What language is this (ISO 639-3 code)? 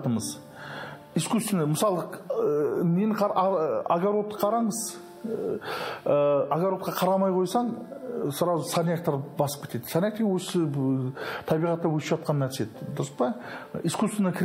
kaz